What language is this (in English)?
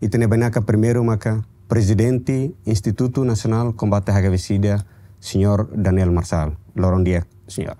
Tetum